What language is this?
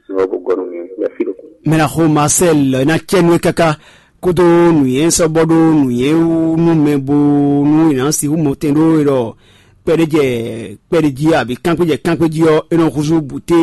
Fon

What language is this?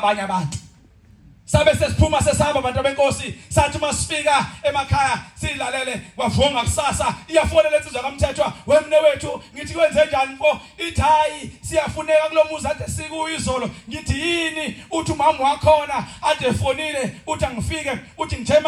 Zulu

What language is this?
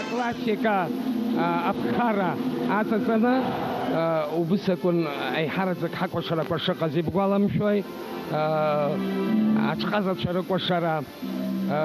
Abkhazian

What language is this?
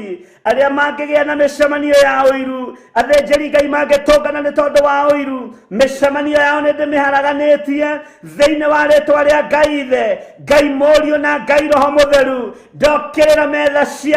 Kikuyu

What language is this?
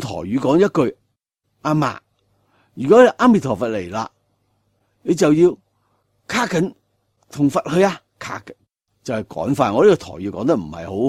Cantonese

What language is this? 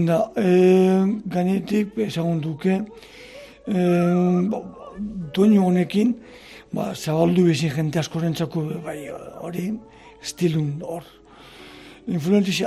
Basque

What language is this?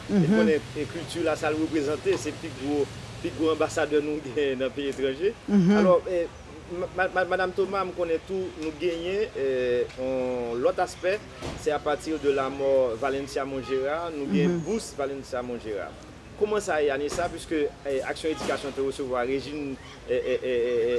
Haitian Creole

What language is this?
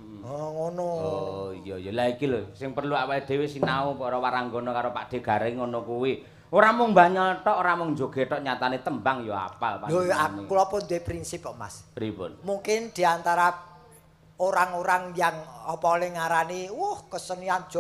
Javanese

